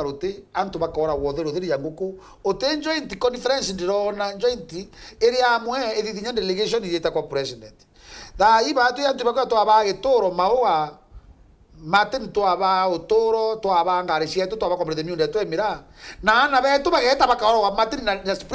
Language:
Meru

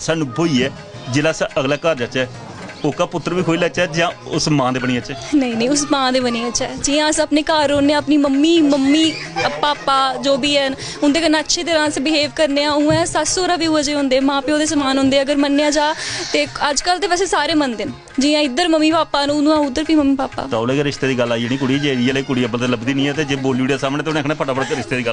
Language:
Dogri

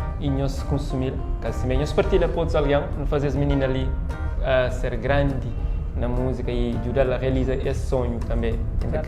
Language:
Kabuverdianu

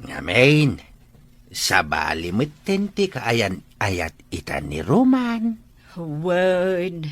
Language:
Iloko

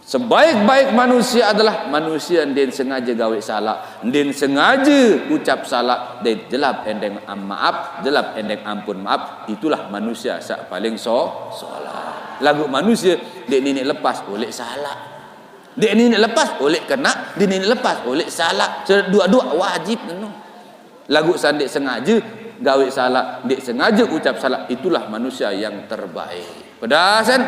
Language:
Sasak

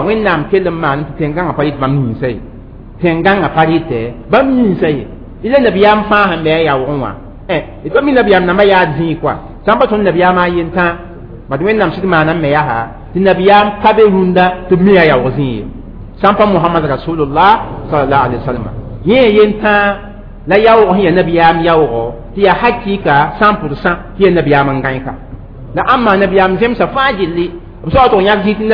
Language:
Mossi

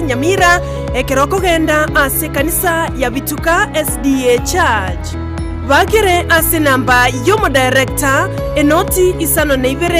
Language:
Gusii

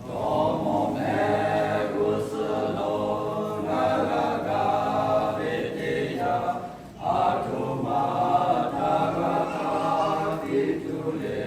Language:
Lahu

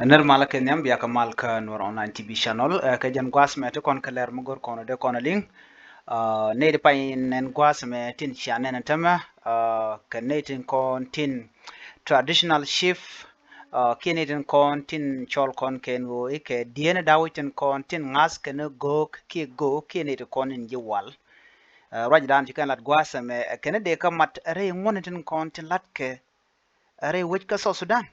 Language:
Nuer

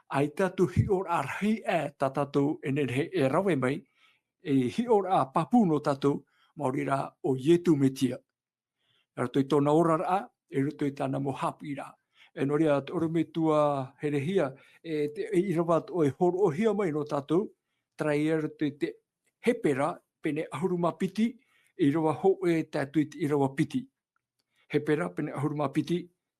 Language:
Tahitian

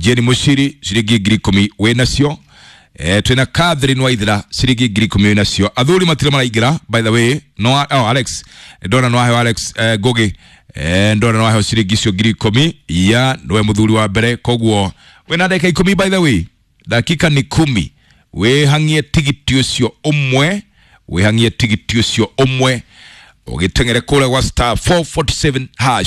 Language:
Kikuyu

